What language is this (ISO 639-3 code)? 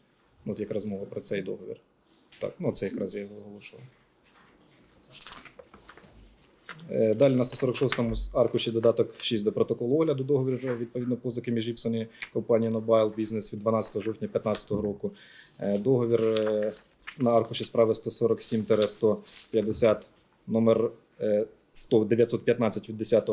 ukr